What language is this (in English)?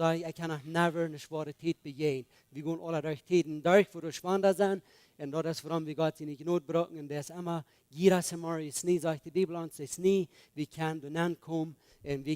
Plautdietsch